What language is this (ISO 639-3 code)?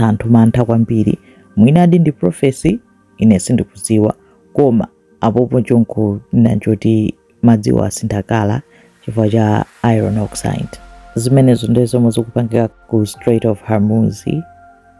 nya